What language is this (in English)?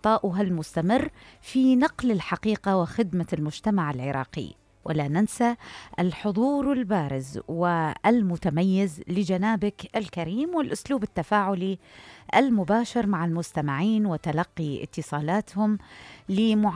Mesopotamian Arabic